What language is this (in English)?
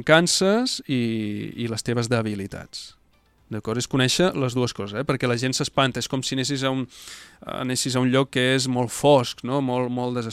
Catalan